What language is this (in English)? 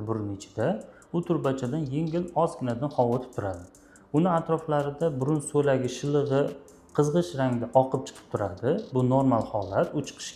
Uzbek